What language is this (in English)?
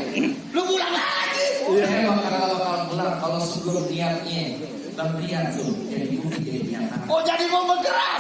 Betawi